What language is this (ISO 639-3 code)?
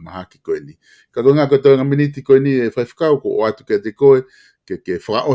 ton